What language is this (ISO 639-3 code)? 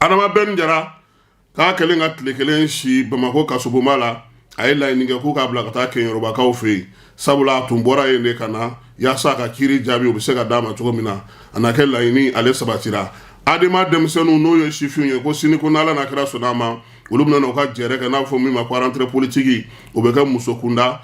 bam